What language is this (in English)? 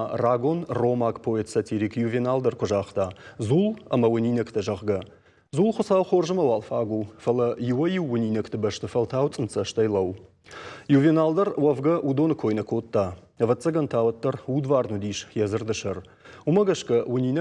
Ossetic